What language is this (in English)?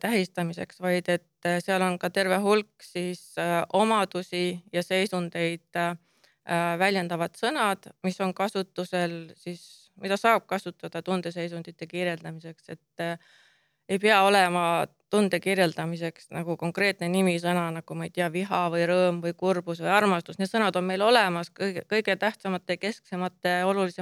Estonian